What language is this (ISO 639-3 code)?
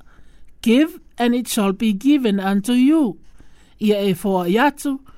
smo